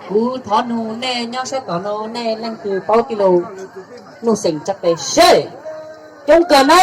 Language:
Hmong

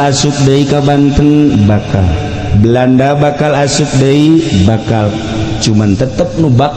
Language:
Sundanese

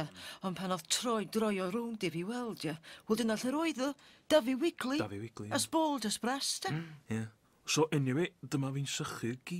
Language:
Welsh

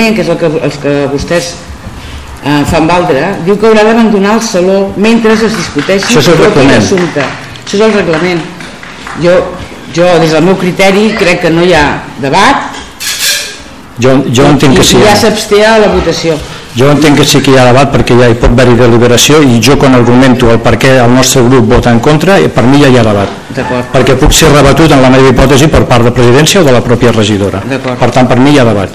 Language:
Catalan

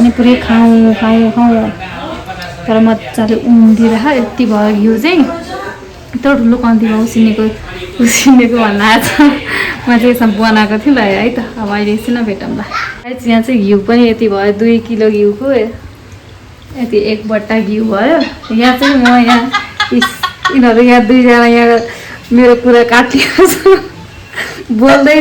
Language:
Nepali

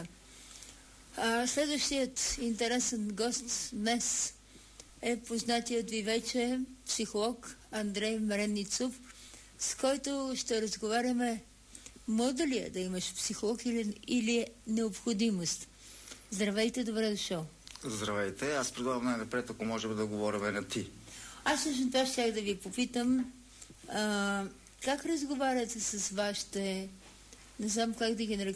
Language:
Bulgarian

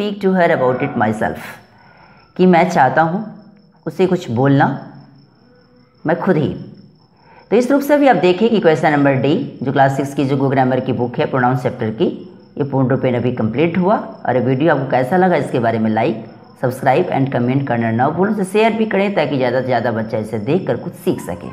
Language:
Hindi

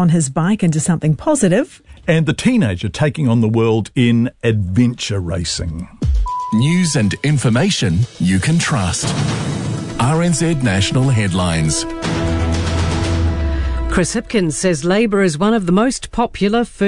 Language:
English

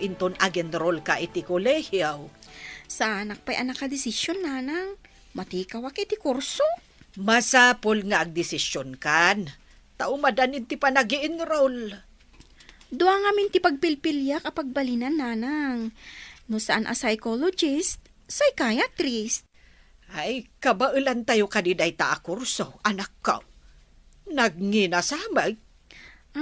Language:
Iloko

